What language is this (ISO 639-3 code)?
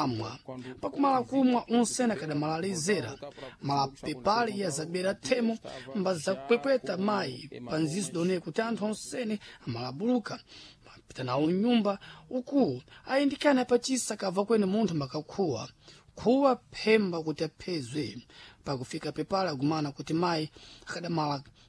seh